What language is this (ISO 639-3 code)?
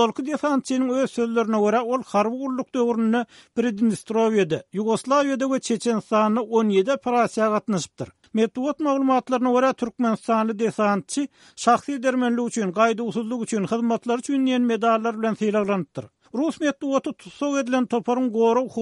tuk